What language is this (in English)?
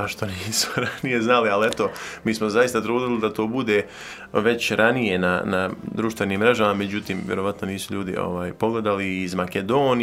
Croatian